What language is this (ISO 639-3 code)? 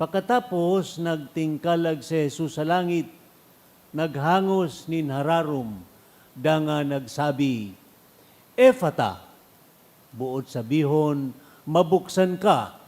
bik